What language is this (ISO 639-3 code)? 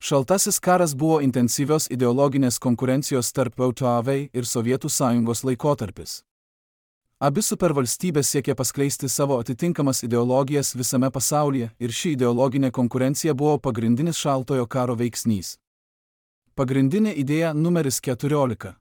lit